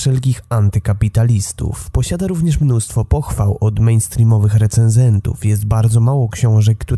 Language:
Polish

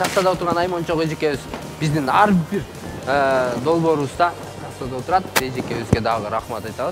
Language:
Kyrgyz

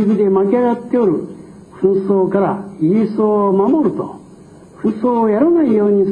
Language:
Japanese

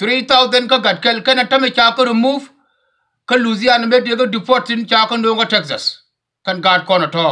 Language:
Nuer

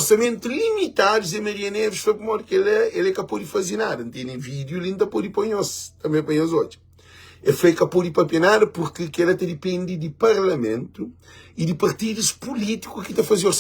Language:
Kabuverdianu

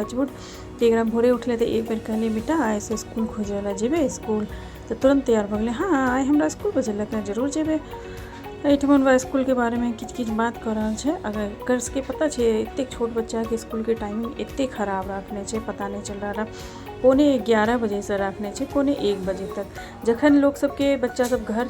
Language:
Maithili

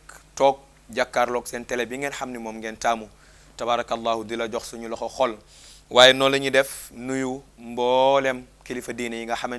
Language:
Wolof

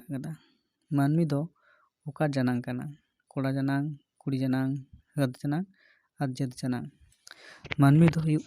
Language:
Santali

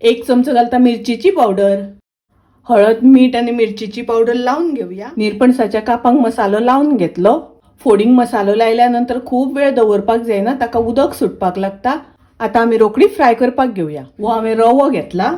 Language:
Konkani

